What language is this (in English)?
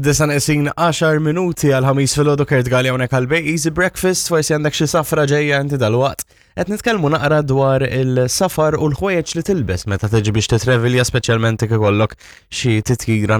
Maltese